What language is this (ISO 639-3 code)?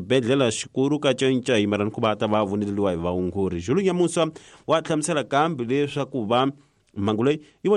tso